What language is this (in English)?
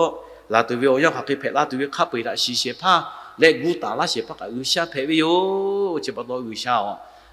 Lahu